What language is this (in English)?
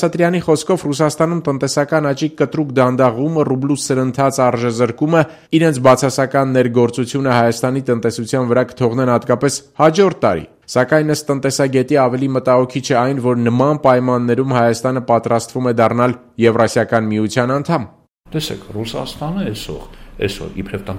Armenian